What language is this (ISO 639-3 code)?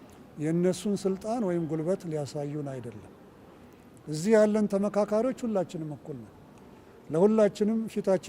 amh